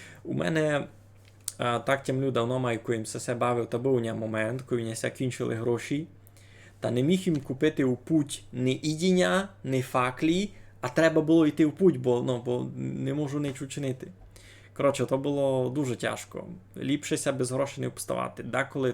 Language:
Rusyn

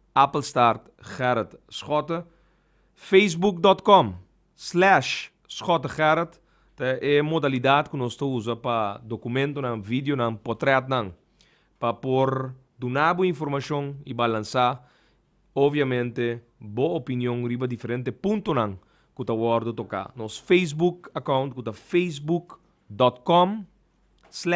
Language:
Papiamento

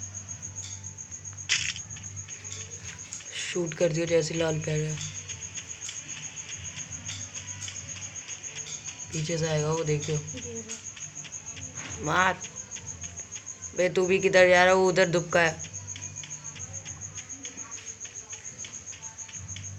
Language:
Hindi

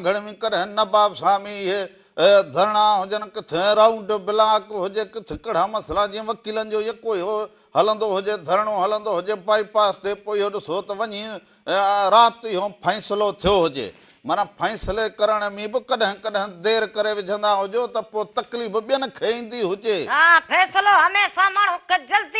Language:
Sindhi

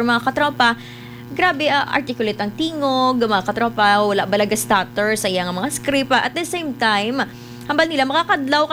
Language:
Hiligaynon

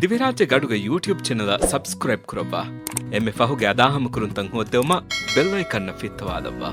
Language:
Divehi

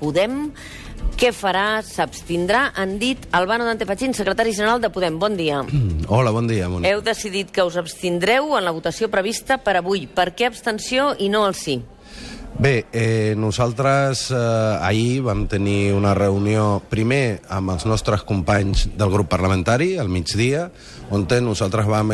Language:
Catalan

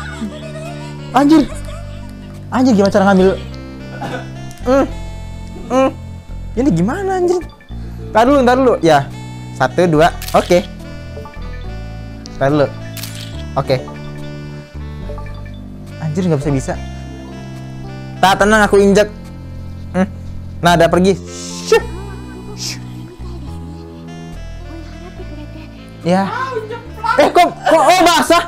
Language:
Indonesian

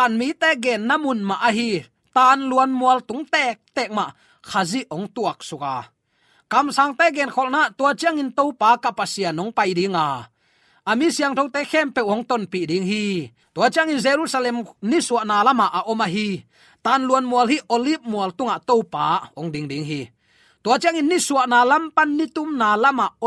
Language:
Tedim Chin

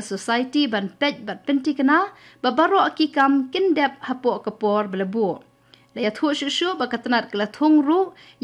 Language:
Khasi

